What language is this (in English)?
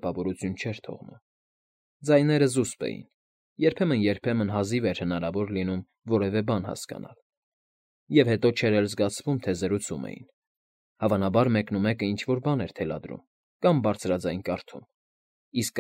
Armenian